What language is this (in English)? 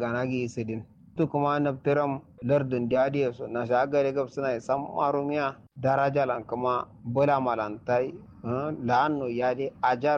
Kanuri